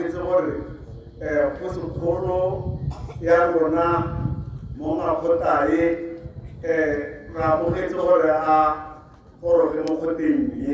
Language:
Tswana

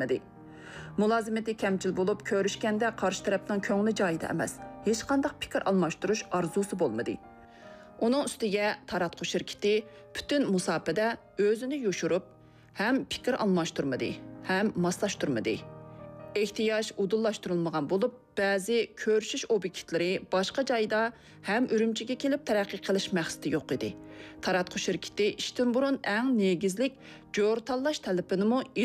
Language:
Uyghur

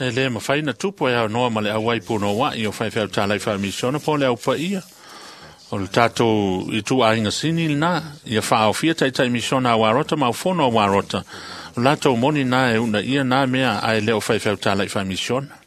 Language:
Samoan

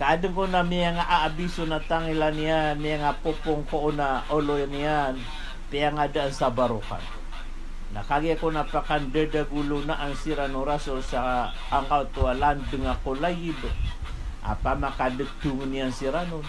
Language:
Maranao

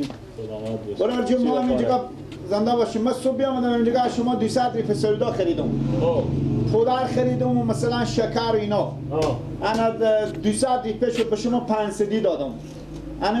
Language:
Persian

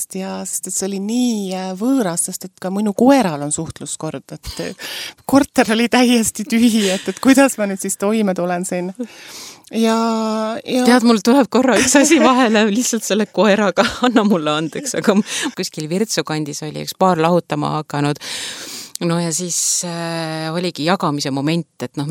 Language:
Estonian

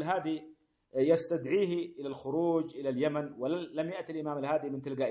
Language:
Arabic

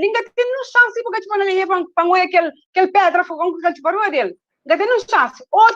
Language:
Kabuverdianu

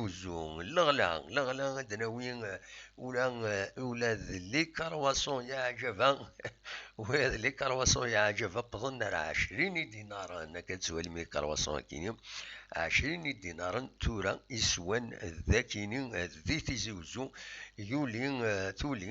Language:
Kabyle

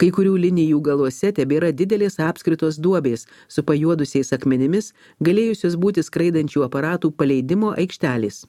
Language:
Lithuanian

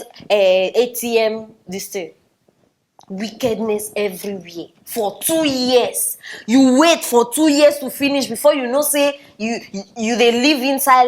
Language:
Nigerian Pidgin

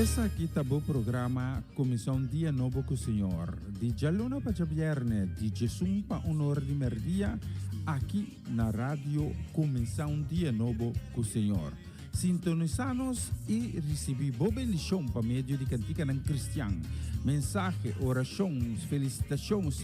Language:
Papiamento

